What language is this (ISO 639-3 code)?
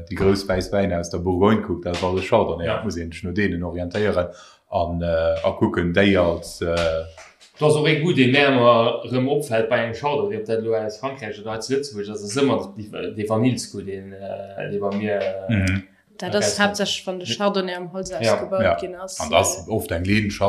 ltz